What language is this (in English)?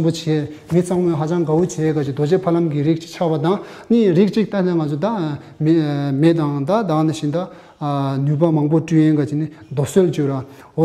Tibetan